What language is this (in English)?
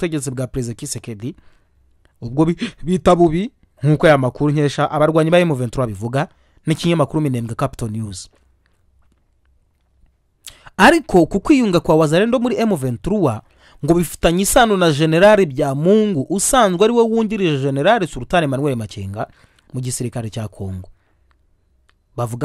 Kinyarwanda